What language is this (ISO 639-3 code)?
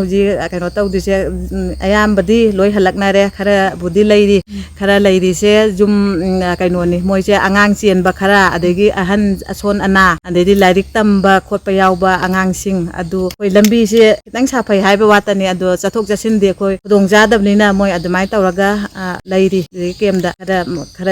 mni